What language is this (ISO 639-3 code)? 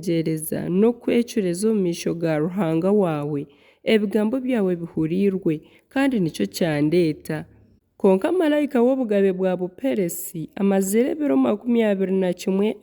nyn